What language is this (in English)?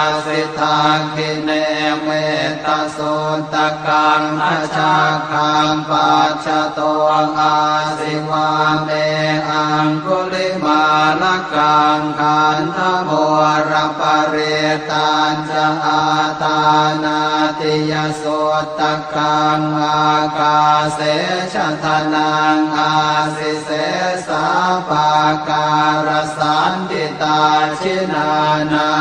Pali